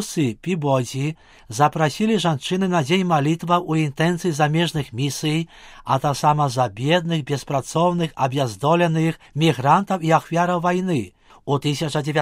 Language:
Belarusian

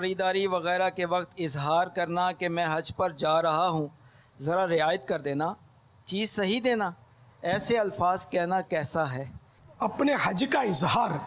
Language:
Urdu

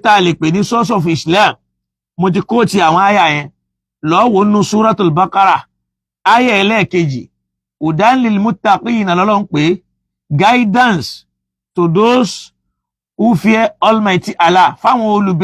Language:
Yoruba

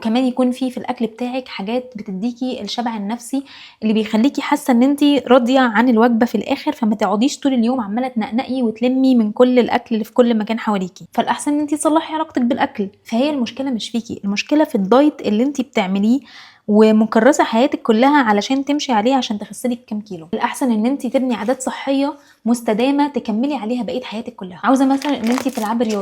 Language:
Egyptian Arabic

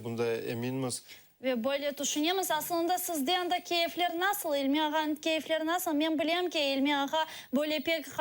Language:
Crimean Tatar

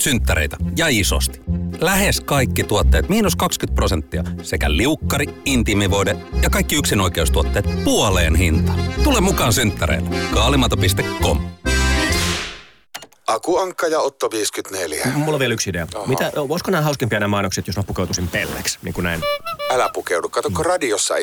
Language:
Finnish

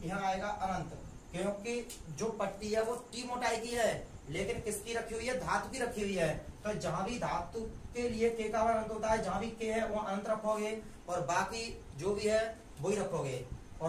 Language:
Hindi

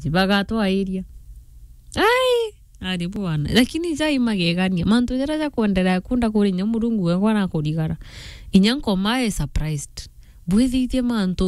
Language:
Meru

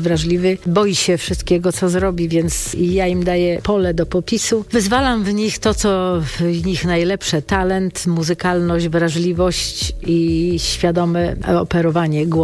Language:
Polish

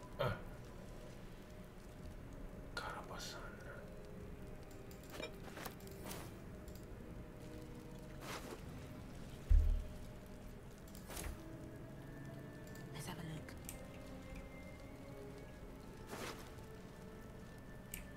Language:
Italian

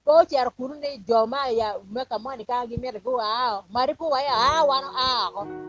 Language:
Acoli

